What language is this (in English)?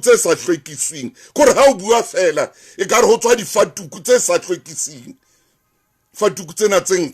Southern Sotho